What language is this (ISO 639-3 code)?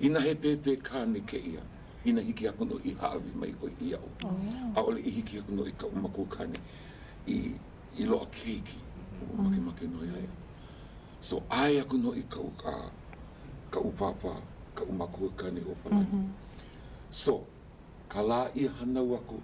haw